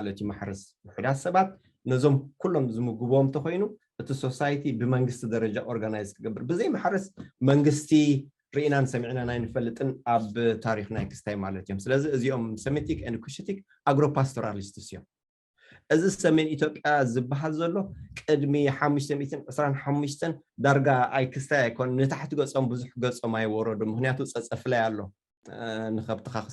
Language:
Tigrinya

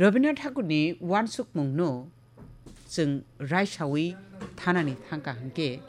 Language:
Kok Borok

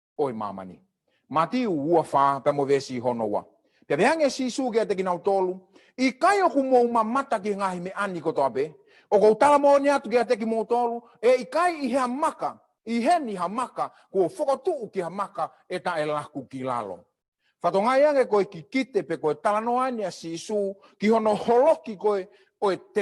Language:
Tongan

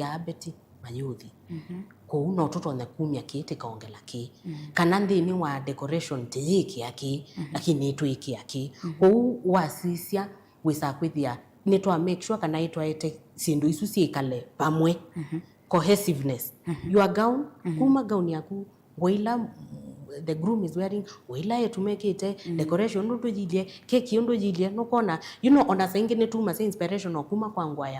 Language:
Kamba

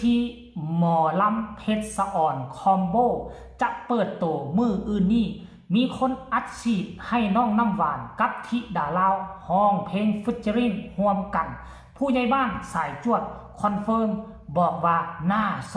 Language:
Lao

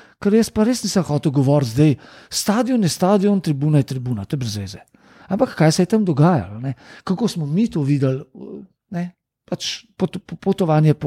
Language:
Slovenian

